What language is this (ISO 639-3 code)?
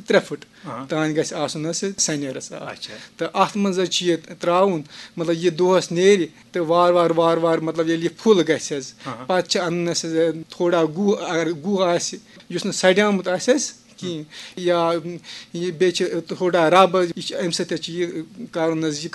kas